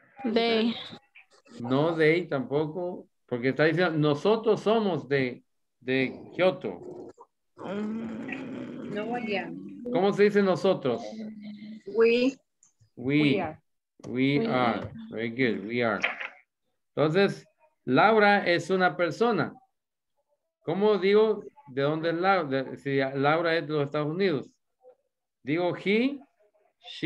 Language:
Spanish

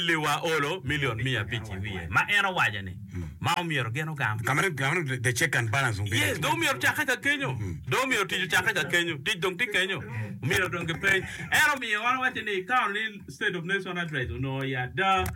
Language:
Acoli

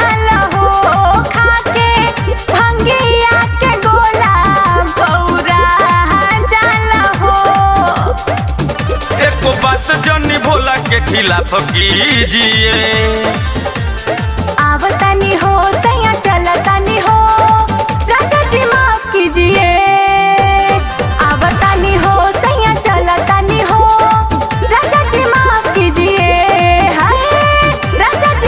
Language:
Bhojpuri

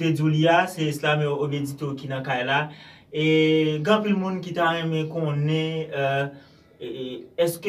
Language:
Haitian Creole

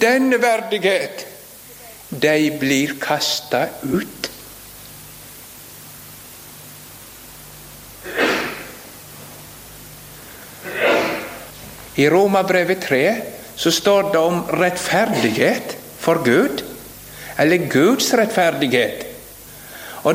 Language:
Norwegian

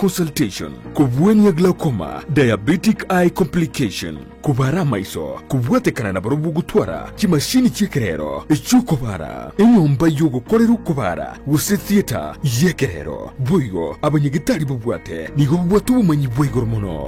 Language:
Gusii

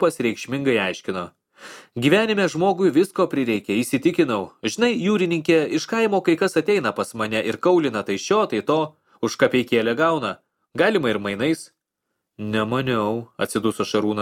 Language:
Lithuanian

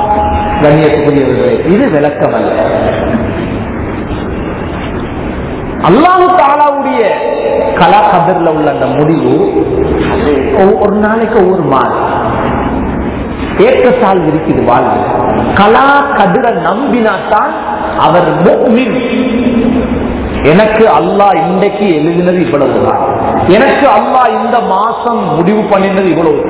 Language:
Tamil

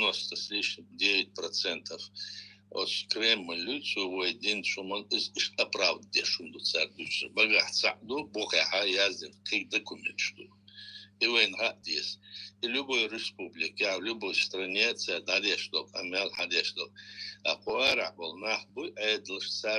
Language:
Chechen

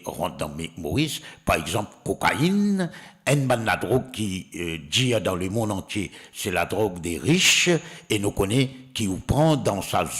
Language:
Morisyen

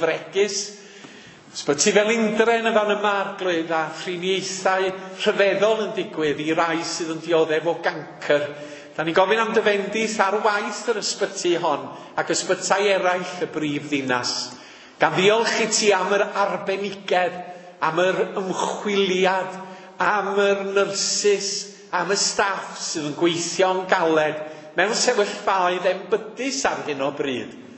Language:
Welsh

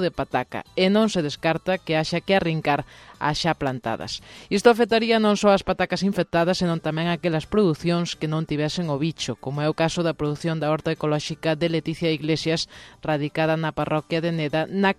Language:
Galician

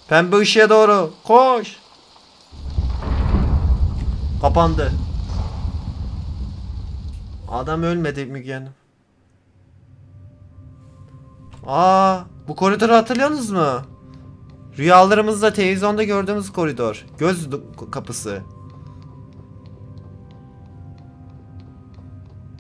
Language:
Turkish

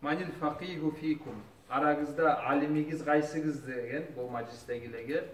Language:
Kumyk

